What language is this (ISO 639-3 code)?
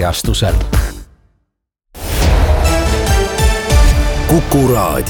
est